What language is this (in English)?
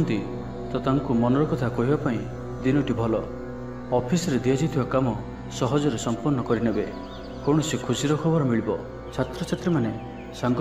Odia